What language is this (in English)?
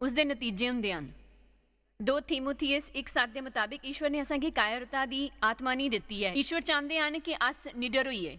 Dogri